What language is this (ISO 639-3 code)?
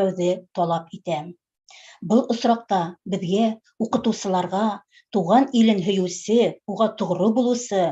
bak